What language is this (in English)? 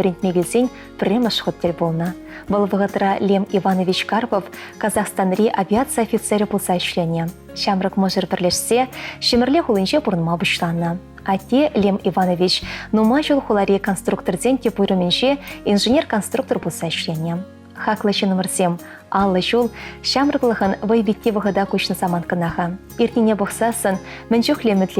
Chuvash